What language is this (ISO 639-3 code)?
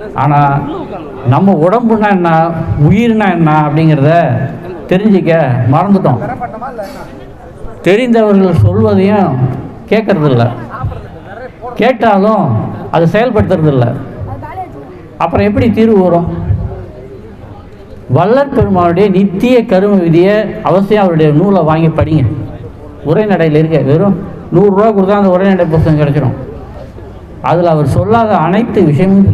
tam